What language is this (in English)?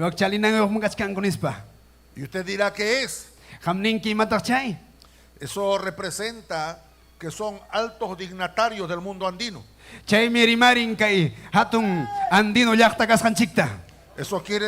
Ayacucho Quechua